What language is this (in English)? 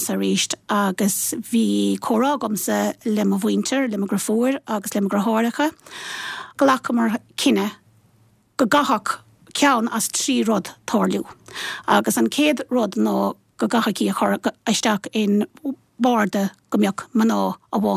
Irish